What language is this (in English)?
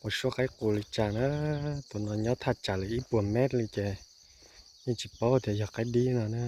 Hmong